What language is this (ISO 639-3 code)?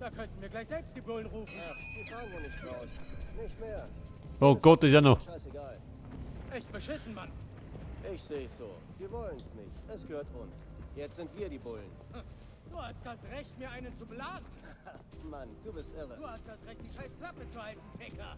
bar